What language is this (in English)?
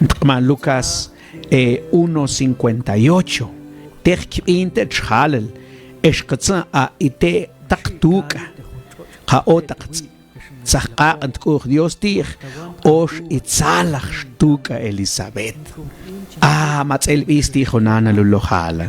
Mam